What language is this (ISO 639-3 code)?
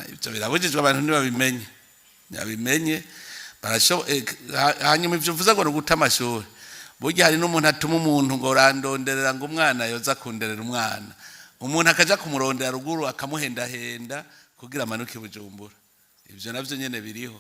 run